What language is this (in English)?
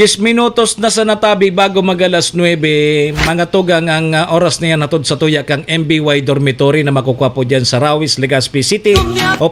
Bikol